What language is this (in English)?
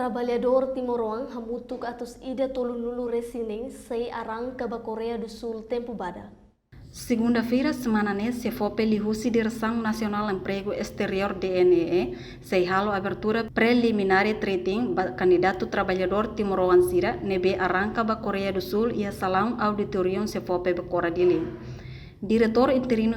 Tetum